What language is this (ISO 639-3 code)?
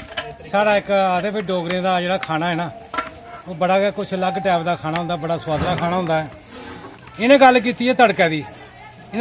doi